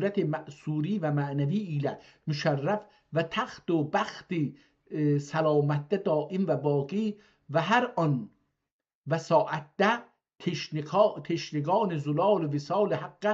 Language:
South Azerbaijani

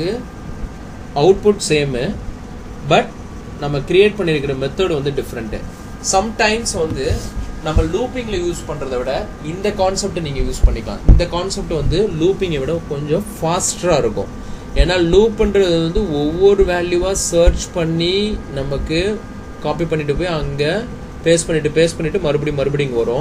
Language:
Tamil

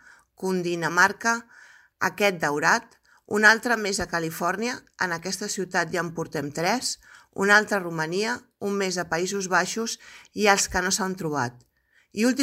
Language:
Catalan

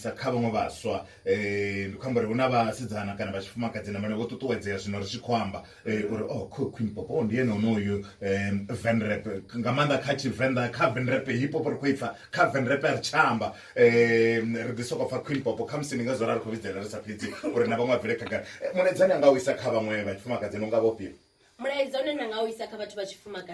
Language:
Venda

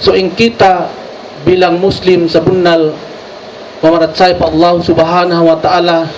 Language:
Tausug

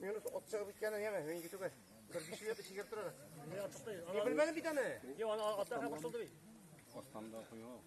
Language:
Tatar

